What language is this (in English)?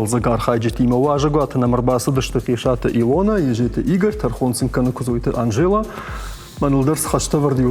Ossetic